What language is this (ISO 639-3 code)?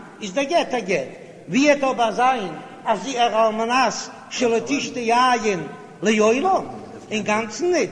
yid